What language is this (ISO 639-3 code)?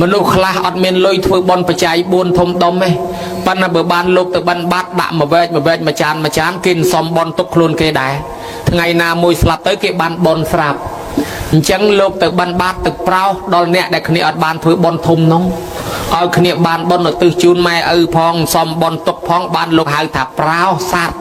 khm